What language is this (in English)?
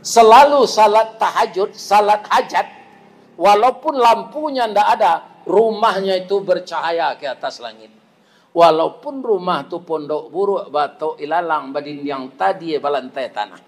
Minangkabau